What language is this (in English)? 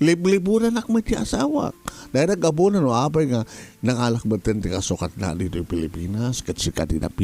Iloko